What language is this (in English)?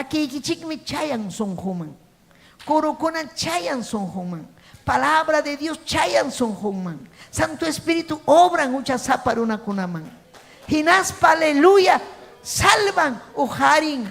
Ayacucho Quechua